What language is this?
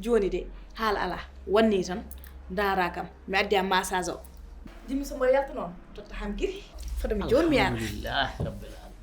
Fula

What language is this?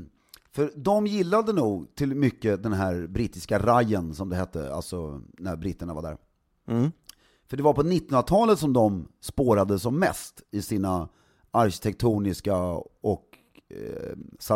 Swedish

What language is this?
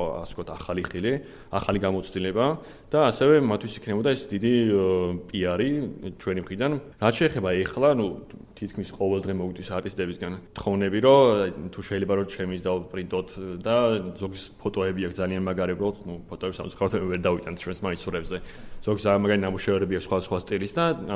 Georgian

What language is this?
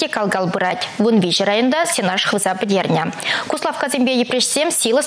Chuvash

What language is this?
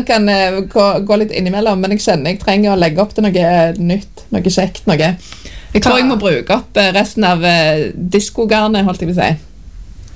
Norwegian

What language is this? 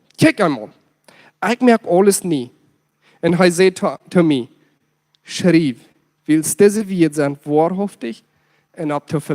Plautdietsch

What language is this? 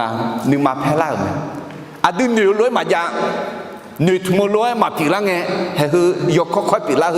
Akha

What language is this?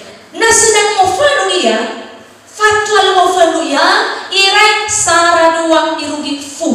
Nias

